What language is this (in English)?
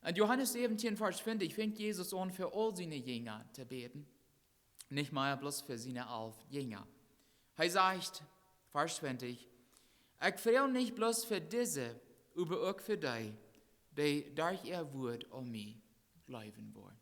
Plautdietsch